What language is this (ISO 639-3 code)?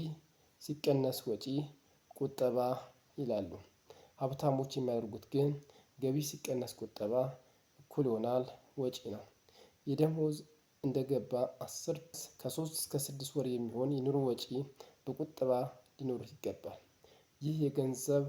amh